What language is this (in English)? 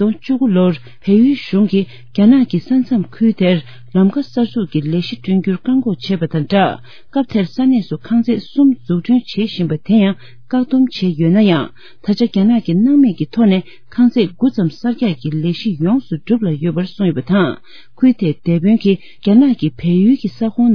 Tibetan